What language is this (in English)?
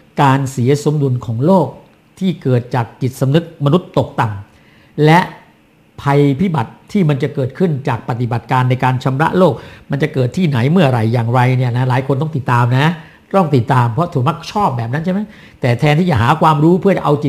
Thai